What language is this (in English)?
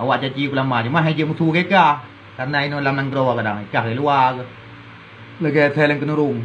Achinese